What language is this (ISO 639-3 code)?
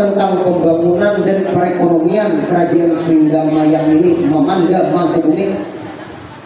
bjn